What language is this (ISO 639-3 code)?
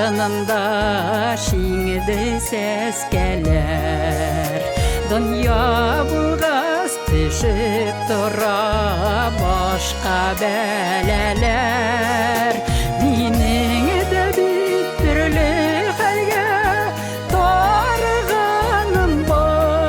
bak